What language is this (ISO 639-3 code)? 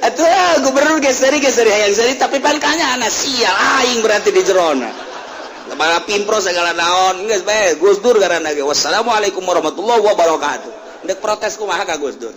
sun